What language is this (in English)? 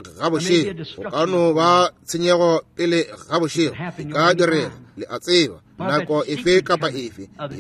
Northern Sotho